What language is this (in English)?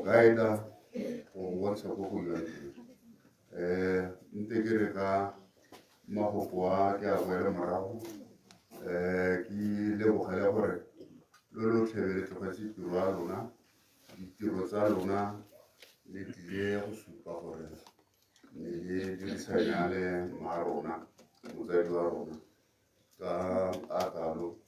Tswana